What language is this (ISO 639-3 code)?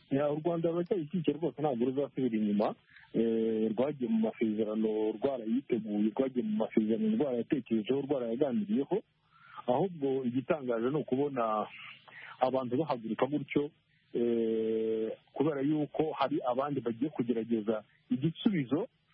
kin